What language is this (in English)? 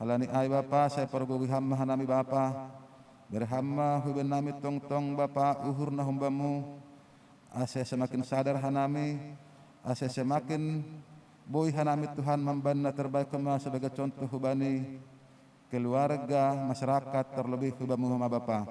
Batak Simalungun